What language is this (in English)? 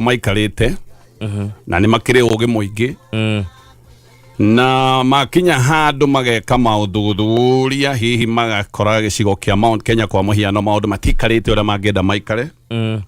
Kikuyu